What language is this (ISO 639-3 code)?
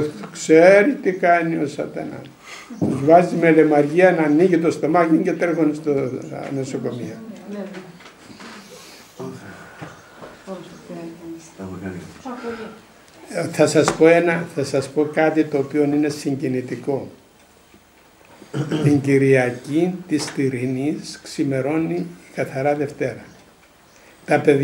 ell